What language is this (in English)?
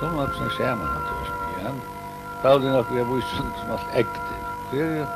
Faroese